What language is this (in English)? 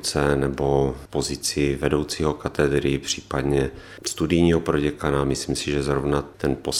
Czech